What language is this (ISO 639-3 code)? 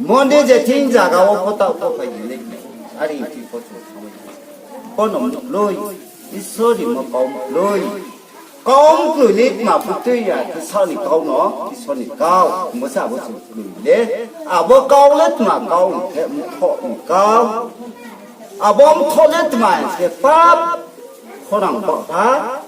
ria